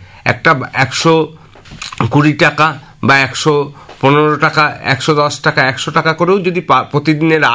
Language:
Bangla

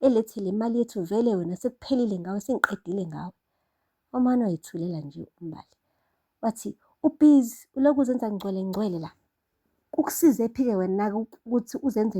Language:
Zulu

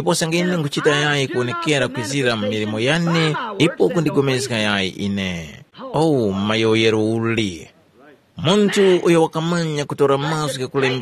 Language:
Tumbuka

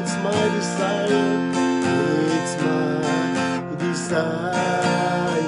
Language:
Pohnpeian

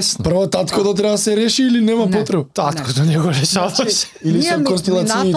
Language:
Macedonian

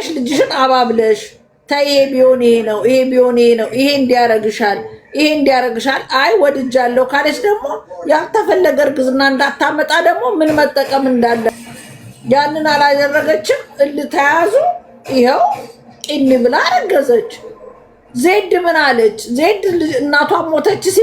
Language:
Amharic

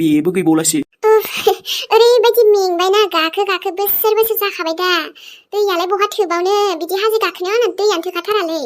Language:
Bodo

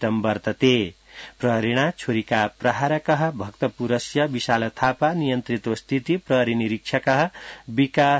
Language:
Sanskrit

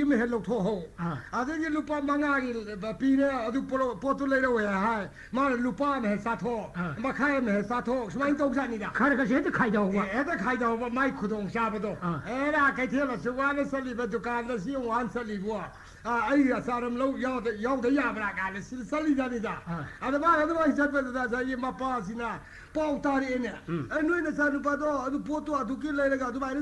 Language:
Manipuri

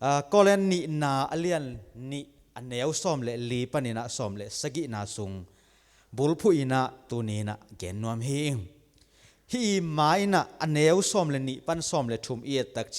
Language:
Tedim Chin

